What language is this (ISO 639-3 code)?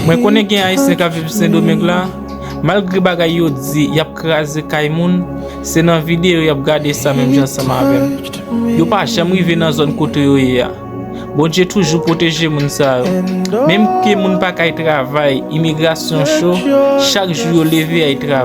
hat